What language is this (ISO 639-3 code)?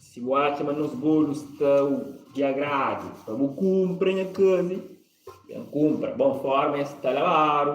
kea